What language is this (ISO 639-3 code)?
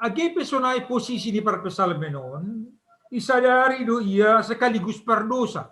bts